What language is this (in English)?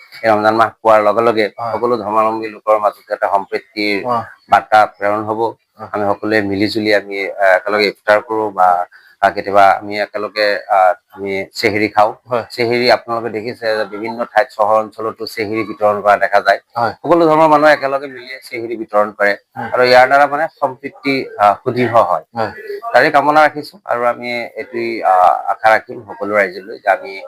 Assamese